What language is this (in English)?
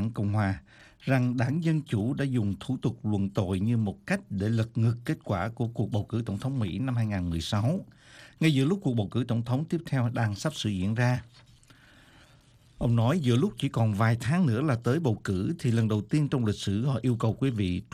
Vietnamese